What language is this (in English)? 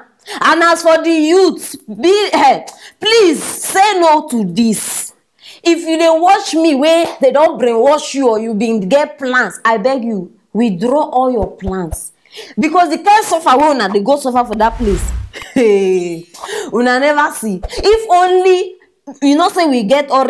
Nigerian Pidgin